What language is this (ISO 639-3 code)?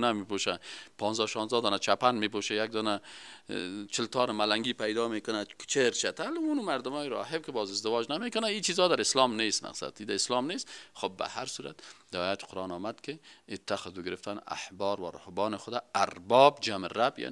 fas